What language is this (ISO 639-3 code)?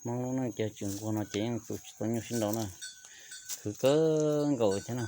hmn